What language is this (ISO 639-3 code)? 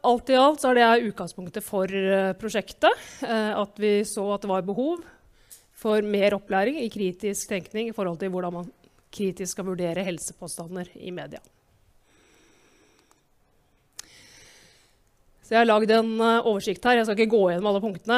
nor